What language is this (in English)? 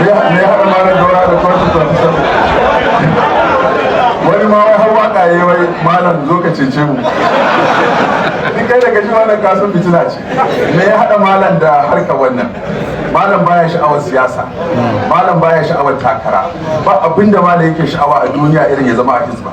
Hausa